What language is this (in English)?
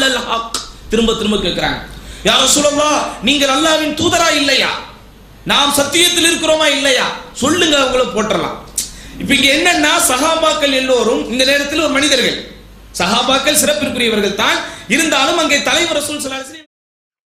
Tamil